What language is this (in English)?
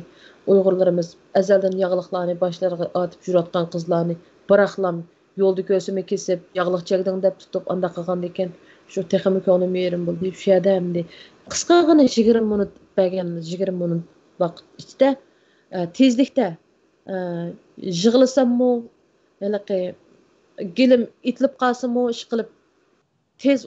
Uyghur